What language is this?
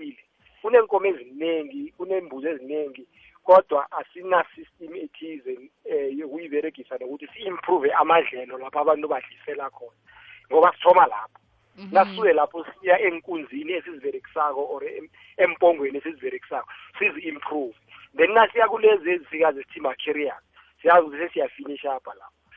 South Ndebele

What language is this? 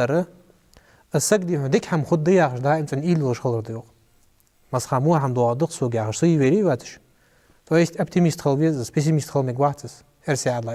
Ingush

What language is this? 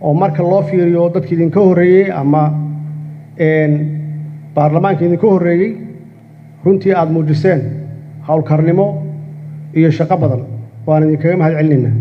Somali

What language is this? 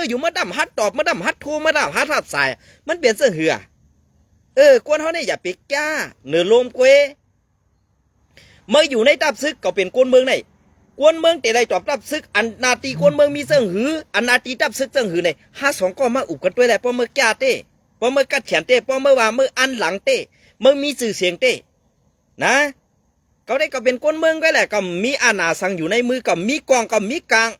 Shan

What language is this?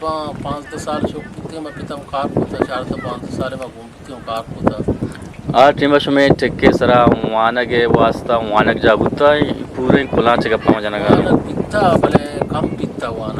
Eastern Balochi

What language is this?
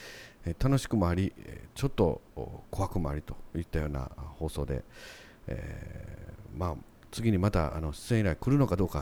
Japanese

